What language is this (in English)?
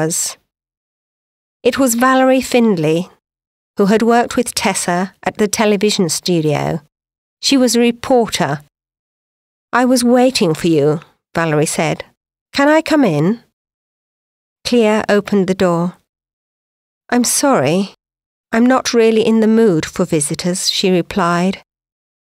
English